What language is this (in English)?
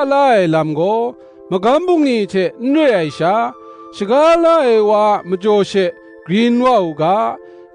Kachin